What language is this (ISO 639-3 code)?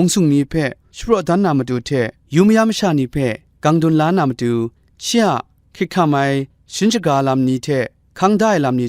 kac